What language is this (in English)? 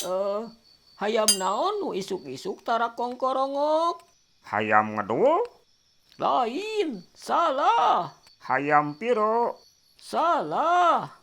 Sundanese